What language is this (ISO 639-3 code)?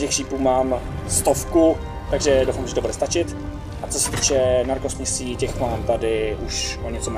ces